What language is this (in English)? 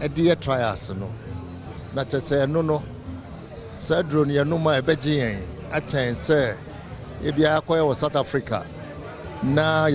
Akan